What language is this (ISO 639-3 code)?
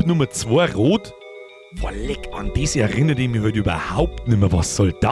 bar